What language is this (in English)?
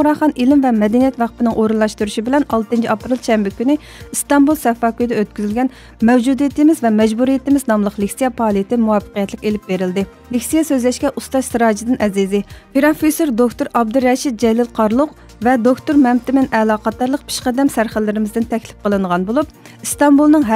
Uyghur